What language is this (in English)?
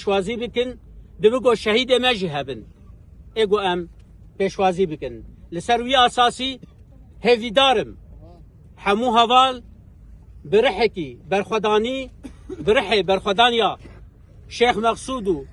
Kurdish